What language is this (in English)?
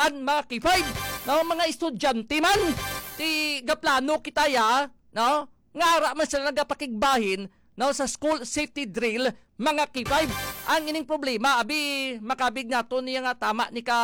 Hiligaynon